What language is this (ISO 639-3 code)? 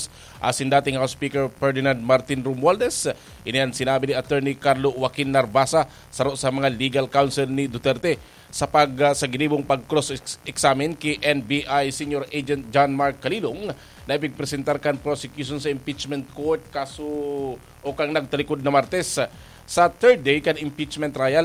bik